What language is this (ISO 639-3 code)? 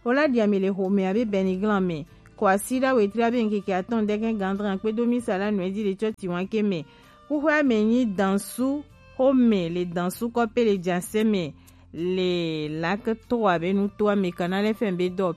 gej